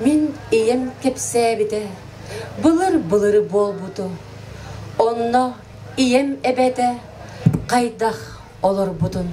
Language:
Yakut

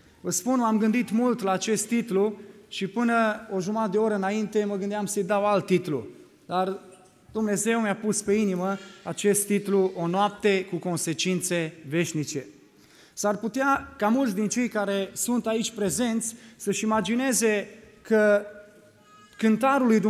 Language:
Romanian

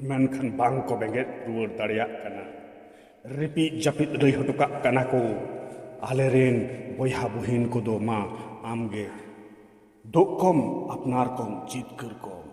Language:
Santali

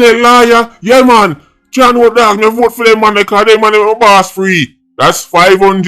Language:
Jamaican Creole English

